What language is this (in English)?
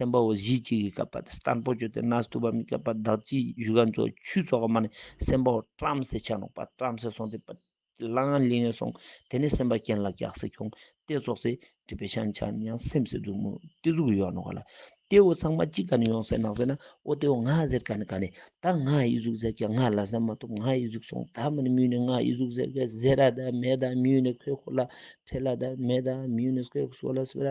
Ladakhi